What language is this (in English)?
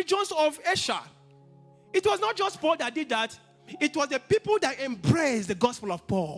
English